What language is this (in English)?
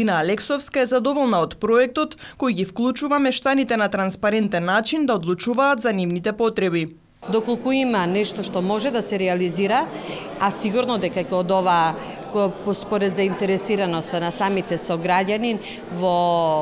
Macedonian